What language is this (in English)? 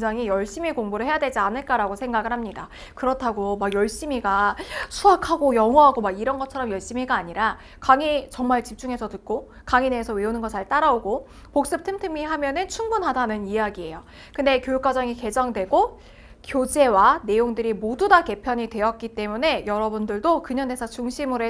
Korean